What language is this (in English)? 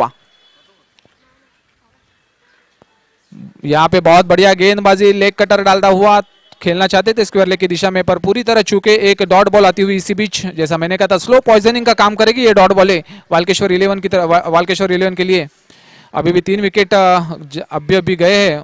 Hindi